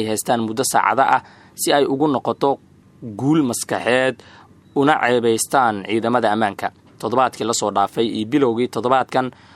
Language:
Somali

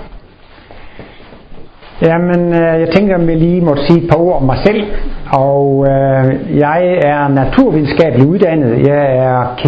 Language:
Danish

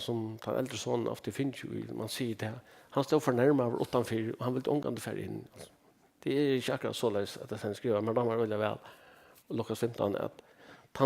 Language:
Faroese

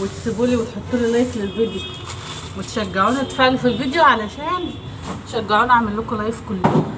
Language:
Egyptian Arabic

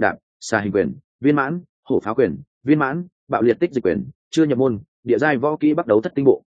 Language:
Vietnamese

